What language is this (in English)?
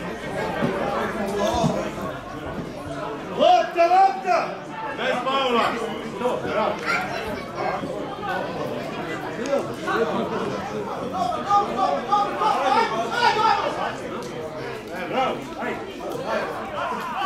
Serbian